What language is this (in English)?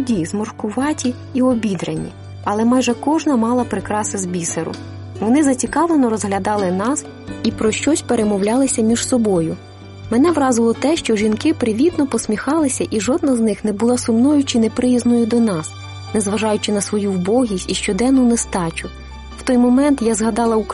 Ukrainian